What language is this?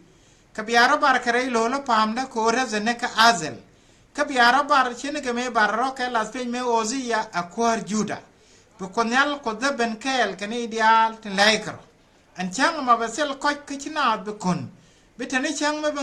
Nuer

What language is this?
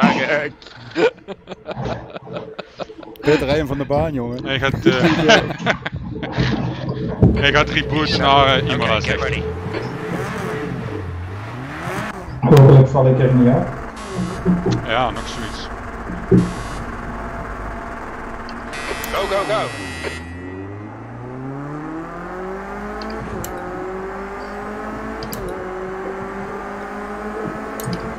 Dutch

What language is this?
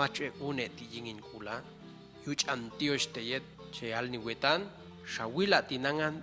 Popti'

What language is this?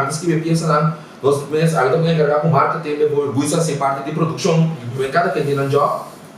Papiamento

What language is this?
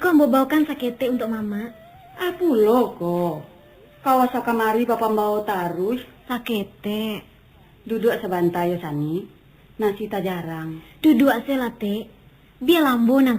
Minangkabau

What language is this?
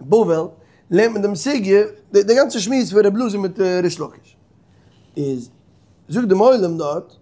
Yiddish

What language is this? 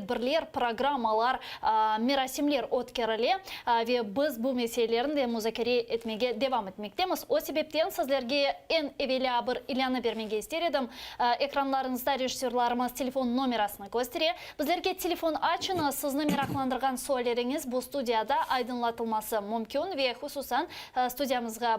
Crimean Tatar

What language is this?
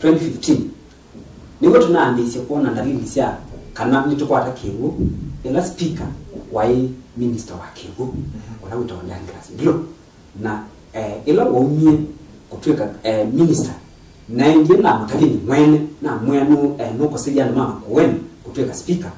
Kamba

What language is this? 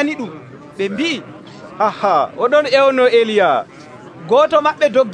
Nigerian Fulfulde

